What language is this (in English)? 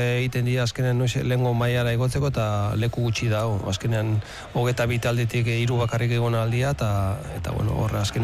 Basque